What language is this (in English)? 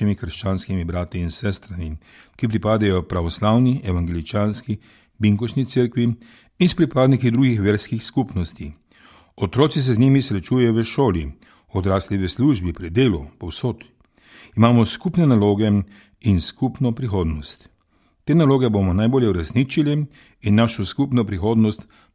Slovenian